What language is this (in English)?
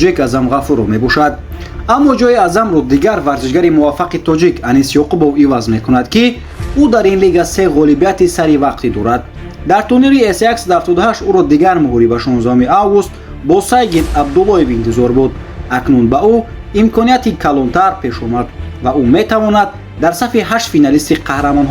Tajik